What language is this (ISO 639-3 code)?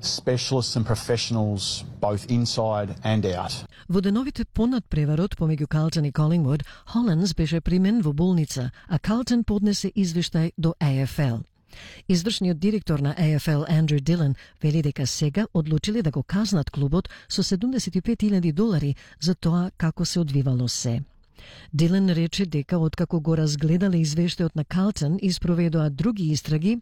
mkd